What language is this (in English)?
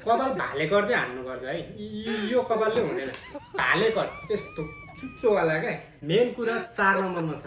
Nepali